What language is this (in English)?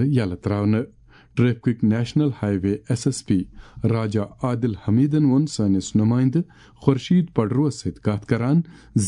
Kashmiri